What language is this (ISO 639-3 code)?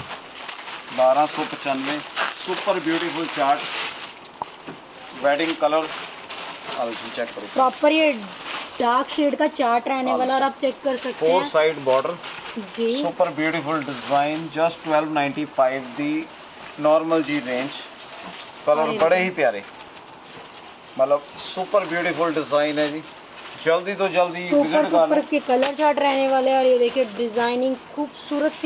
hin